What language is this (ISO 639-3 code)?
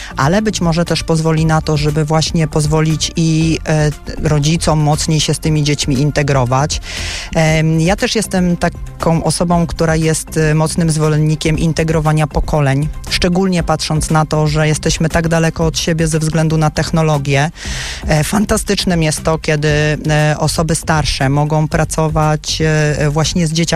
pol